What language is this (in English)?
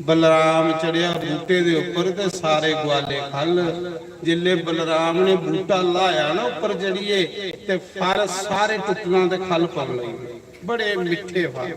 Dogri